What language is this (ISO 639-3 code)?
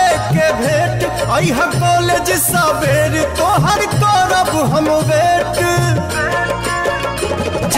bho